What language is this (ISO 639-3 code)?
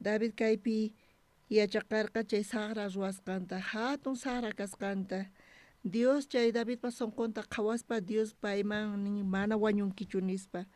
quh